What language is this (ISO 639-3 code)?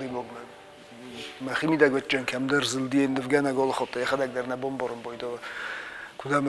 oss